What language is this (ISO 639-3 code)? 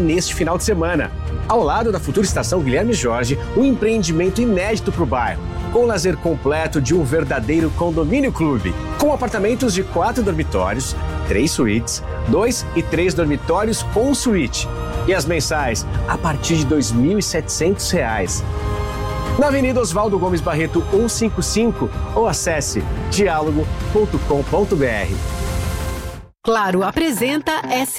por